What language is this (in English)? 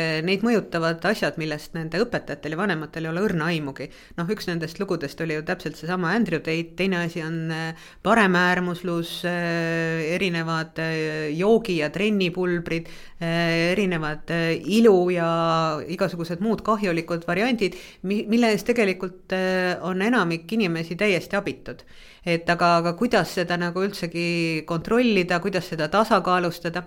Estonian